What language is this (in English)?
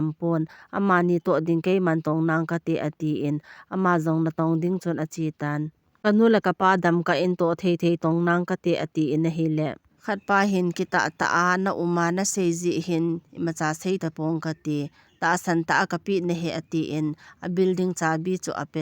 Thado Chin